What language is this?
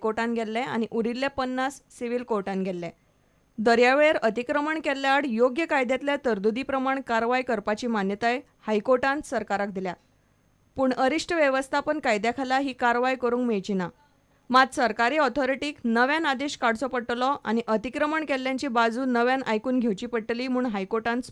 Konkani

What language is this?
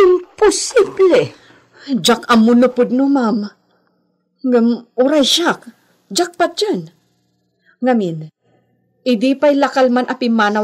Iloko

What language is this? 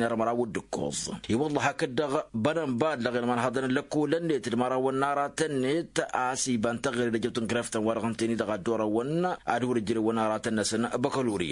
Tamasheq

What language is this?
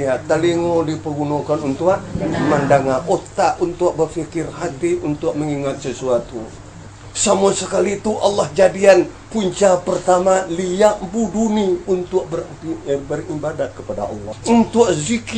Minangkabau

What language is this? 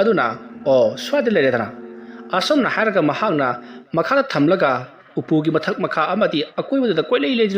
Manipuri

